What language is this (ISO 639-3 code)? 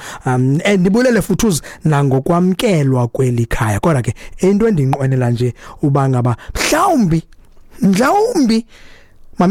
xho